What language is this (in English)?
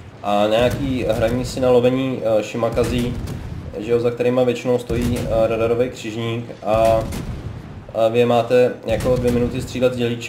Czech